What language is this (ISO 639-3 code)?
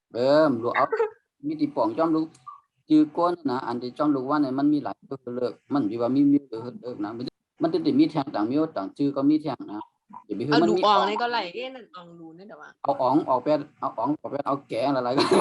shn